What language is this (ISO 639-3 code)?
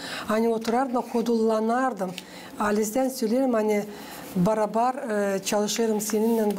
gag